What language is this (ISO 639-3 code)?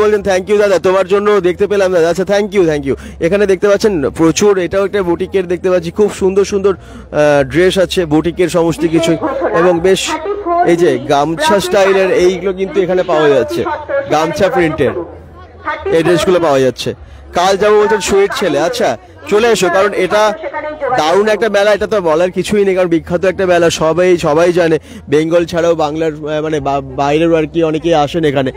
ben